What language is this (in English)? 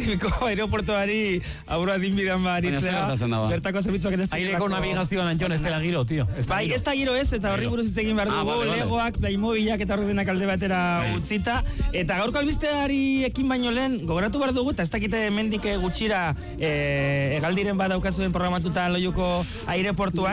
Basque